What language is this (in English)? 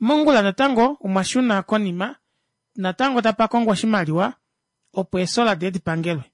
Kuanyama